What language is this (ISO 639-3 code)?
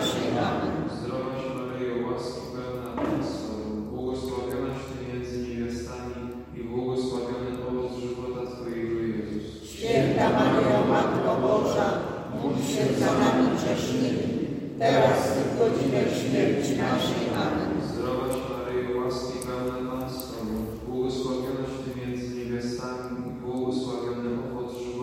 pol